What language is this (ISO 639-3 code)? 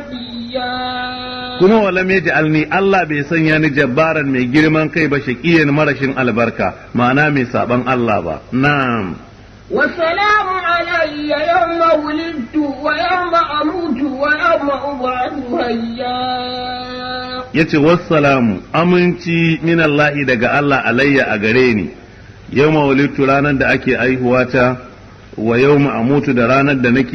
hau